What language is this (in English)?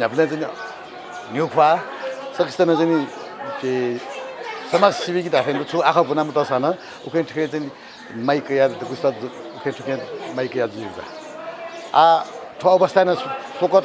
Newari